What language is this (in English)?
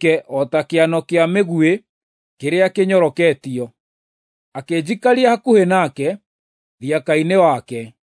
Kikuyu